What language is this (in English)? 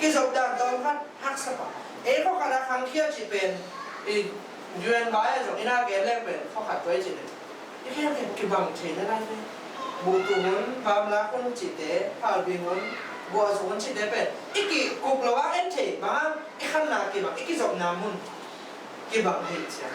Tedim Chin